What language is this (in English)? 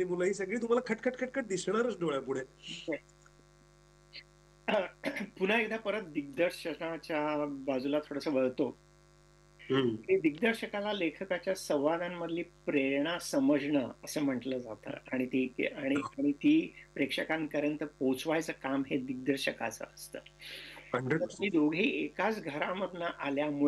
Marathi